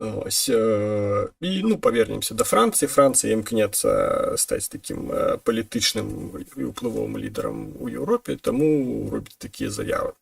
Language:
Belarusian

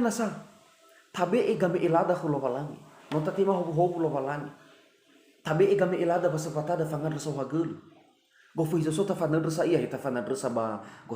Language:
Nias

